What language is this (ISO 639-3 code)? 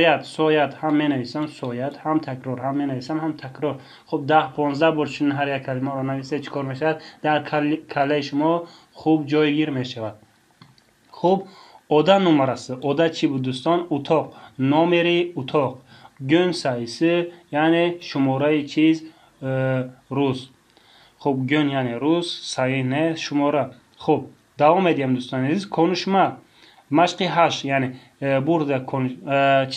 tgk